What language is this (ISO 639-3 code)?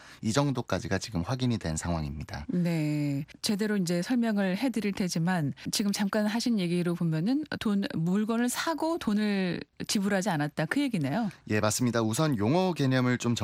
kor